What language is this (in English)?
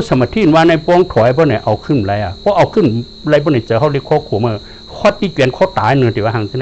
Shan